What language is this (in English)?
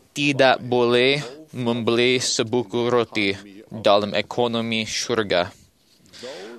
Malay